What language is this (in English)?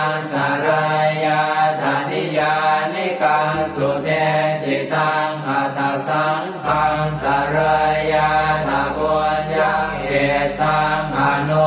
Pali